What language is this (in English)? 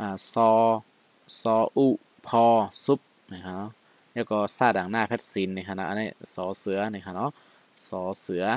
Shan